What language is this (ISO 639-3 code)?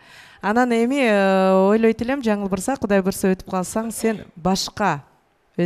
kir